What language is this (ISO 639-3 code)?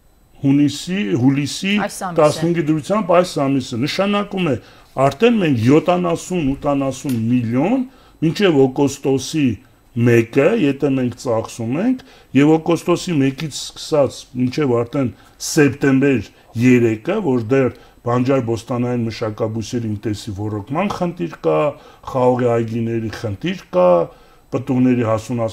hye